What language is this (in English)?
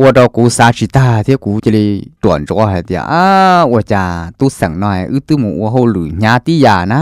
Hmong